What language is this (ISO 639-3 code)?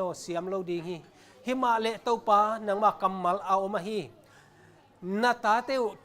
ctd